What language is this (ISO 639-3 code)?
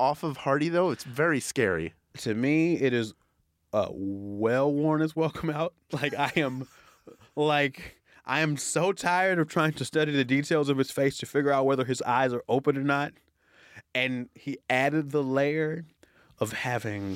eng